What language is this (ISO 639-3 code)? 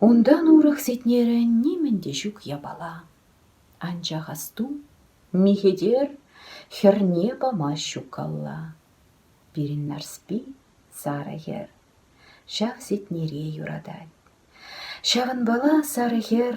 chv